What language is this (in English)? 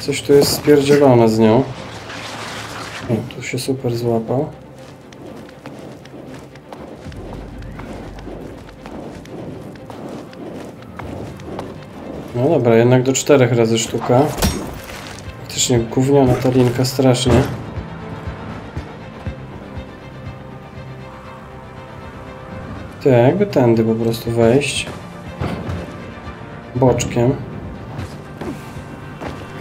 Polish